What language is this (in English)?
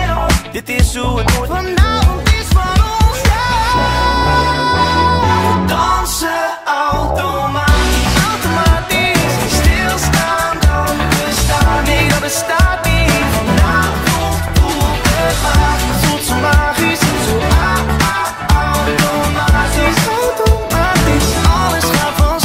Dutch